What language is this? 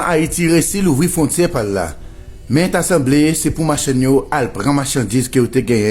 Haitian Creole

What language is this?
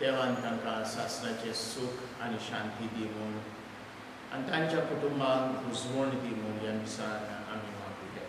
Konkani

